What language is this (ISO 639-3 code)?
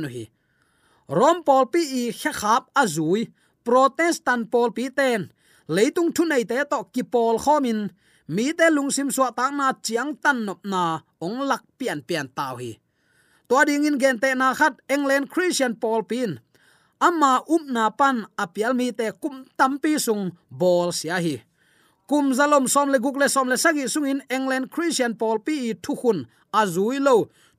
ctd